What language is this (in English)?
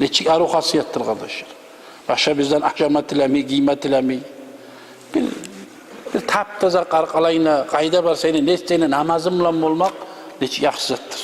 Kumyk